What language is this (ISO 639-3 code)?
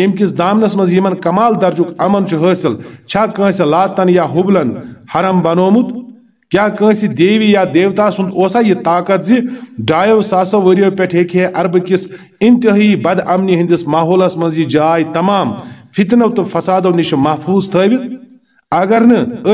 kas